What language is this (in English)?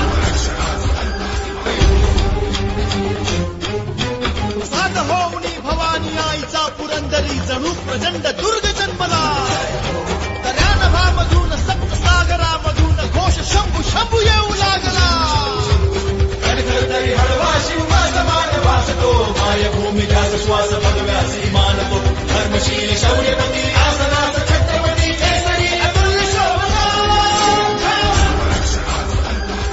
Marathi